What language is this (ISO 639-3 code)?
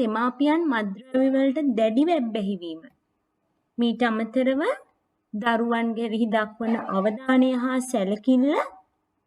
sin